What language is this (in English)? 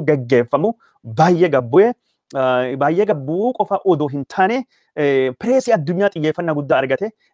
Oromo